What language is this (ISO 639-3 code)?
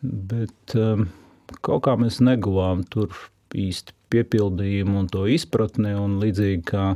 lav